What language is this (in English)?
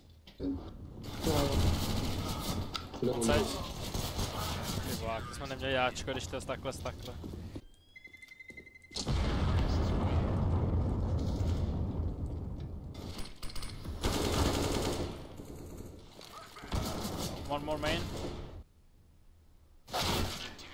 Czech